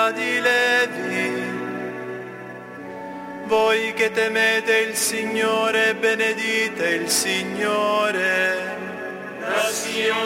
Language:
Italian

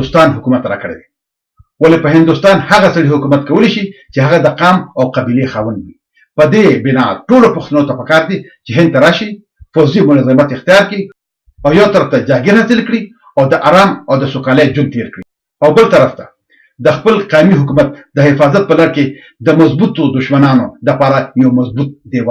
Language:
Pashto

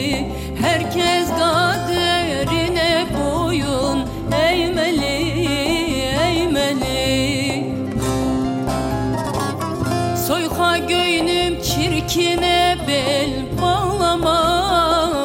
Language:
Turkish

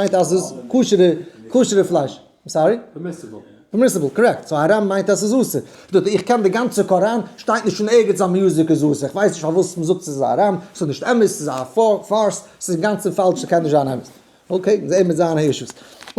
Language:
Yiddish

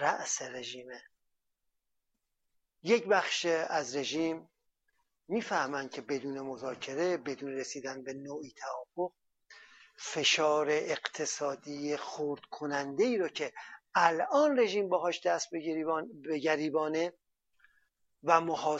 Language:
Persian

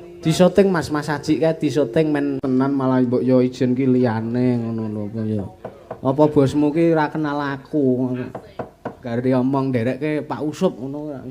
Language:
Javanese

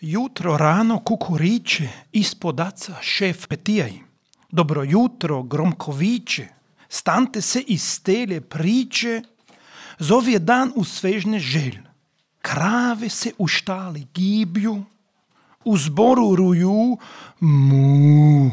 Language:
Serbian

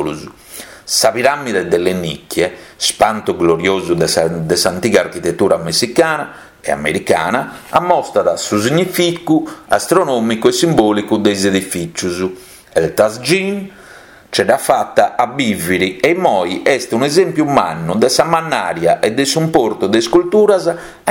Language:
Sardinian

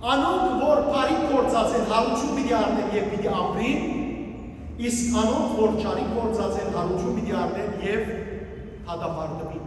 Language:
Western Armenian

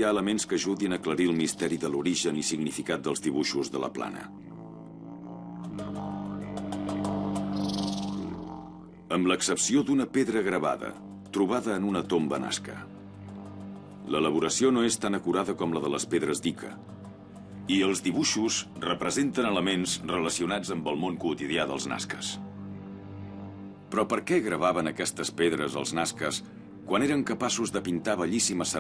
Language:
Catalan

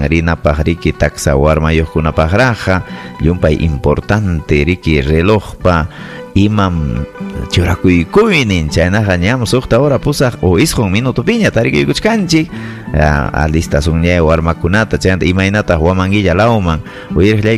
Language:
Ayacucho Quechua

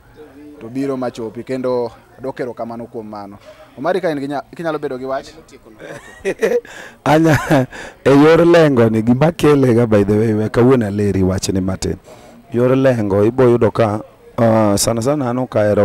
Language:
Luo (Kenya and Tanzania)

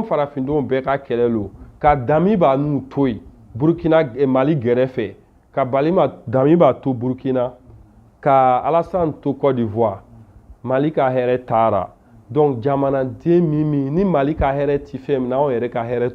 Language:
Bambara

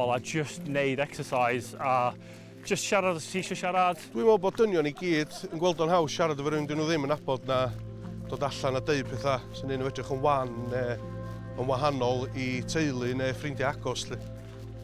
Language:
Welsh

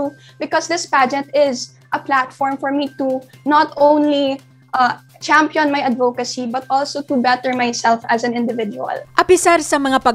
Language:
Hiligaynon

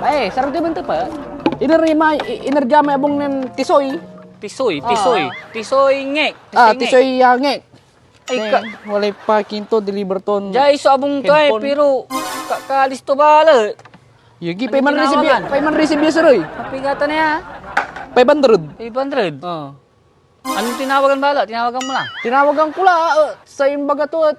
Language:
Pangasinan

